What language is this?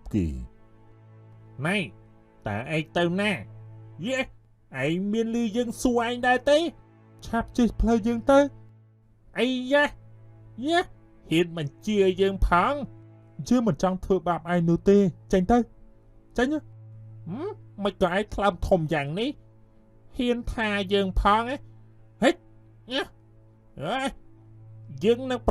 Khmer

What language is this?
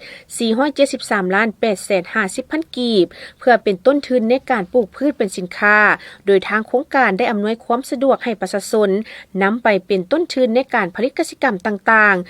Lao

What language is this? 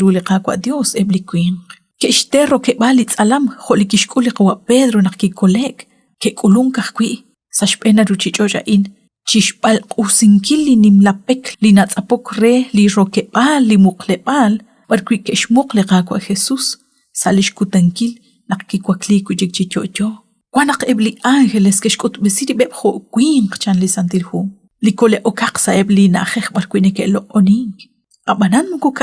Kekchí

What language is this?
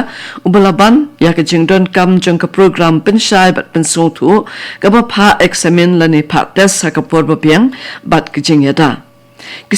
Khasi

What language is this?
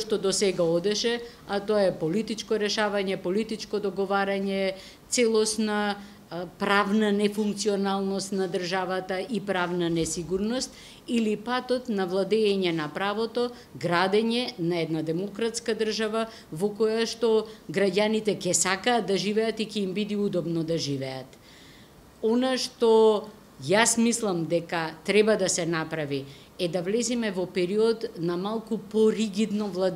Macedonian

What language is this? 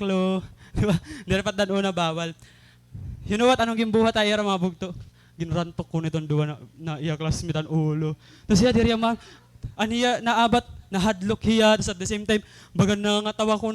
Waray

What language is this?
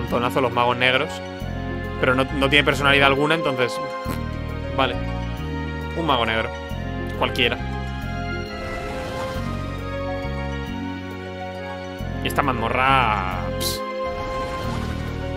Spanish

